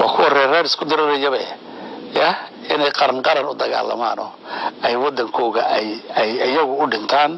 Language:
Somali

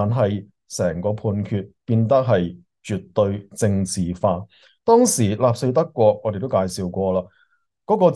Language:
Cantonese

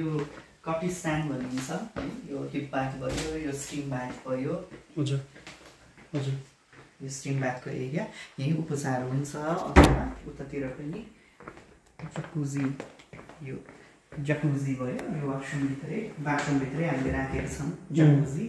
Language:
Nepali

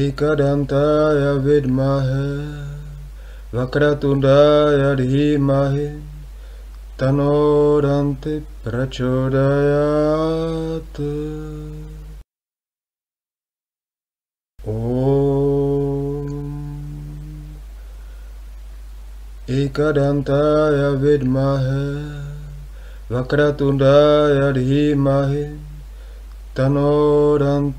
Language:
Sanskrit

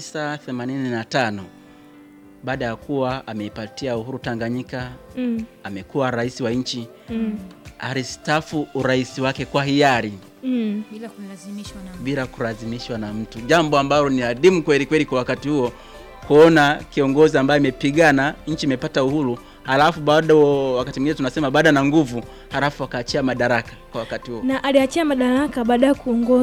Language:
Swahili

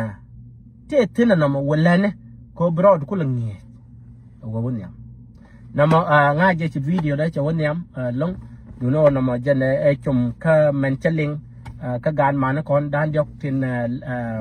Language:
Nuer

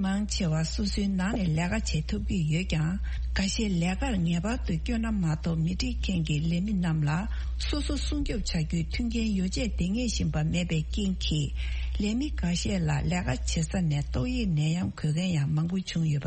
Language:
Tibetan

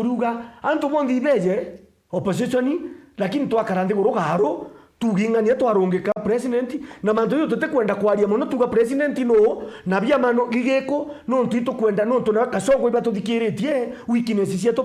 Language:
Meru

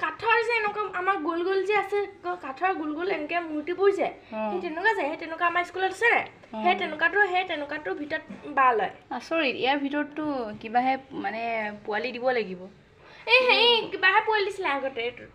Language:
Assamese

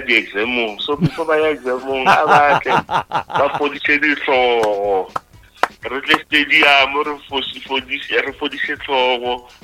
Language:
Northern Sotho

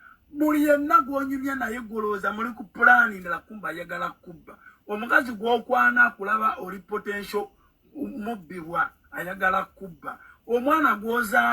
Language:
Ganda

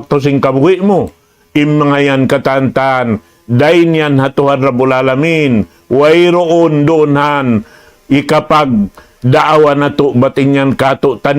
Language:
Tausug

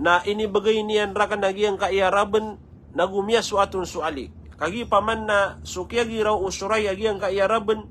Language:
Maranao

